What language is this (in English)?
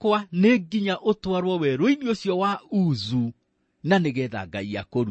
Kikuyu